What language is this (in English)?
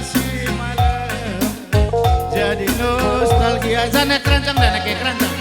Batak Karo